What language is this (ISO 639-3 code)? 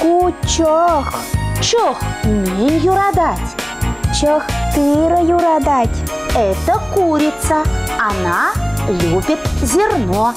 chv